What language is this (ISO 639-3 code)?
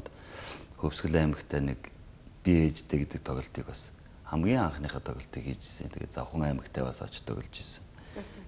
mon